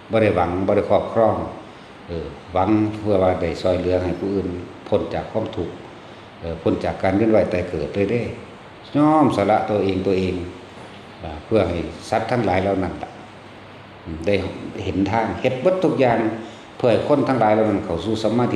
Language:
Northeastern Thai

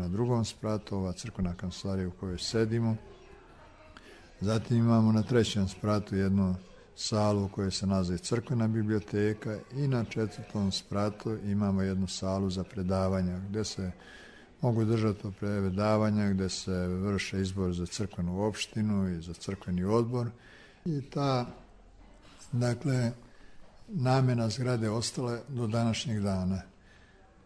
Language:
Serbian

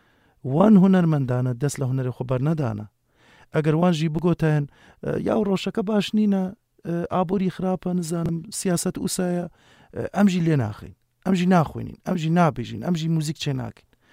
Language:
Kurdish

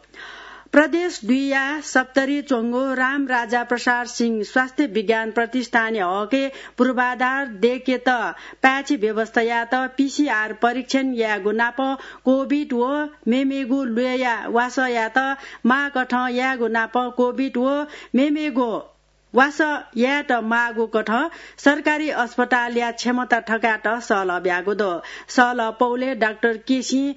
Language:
Newari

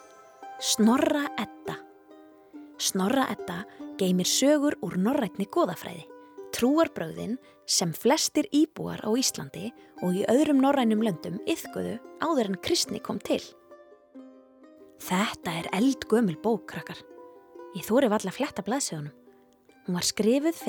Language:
Icelandic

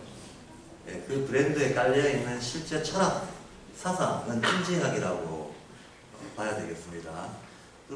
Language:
Korean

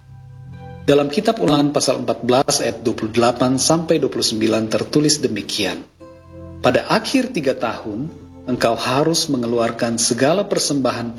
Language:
Indonesian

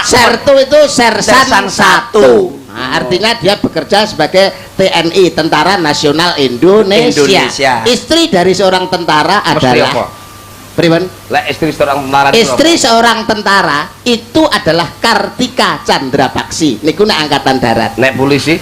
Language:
Javanese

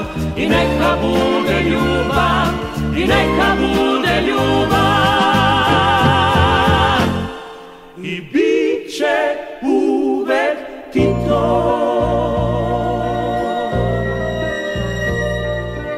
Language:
Serbian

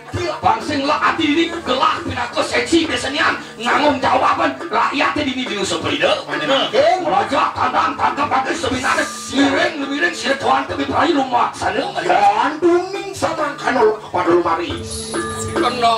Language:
Balinese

